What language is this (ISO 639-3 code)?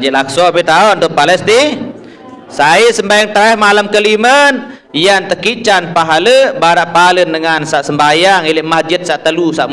sas